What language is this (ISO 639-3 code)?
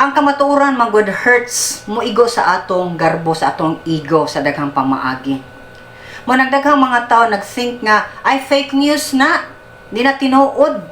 ceb